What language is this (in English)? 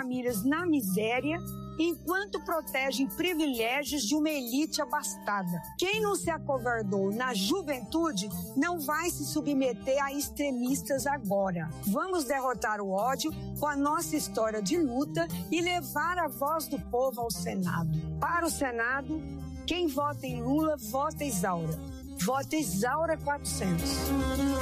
Portuguese